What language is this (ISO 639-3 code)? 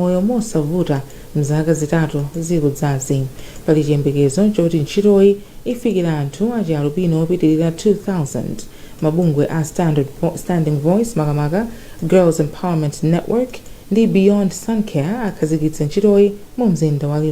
nya